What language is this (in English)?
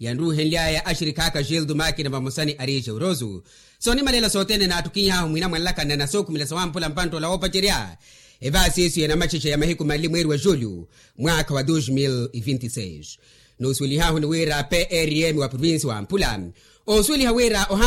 Makhuwa